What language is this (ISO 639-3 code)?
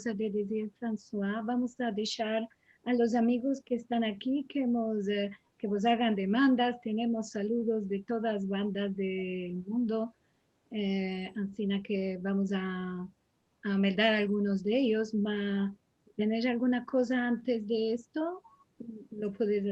lad